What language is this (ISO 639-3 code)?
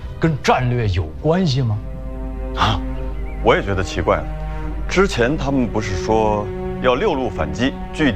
zho